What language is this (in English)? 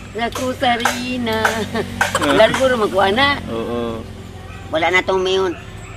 Filipino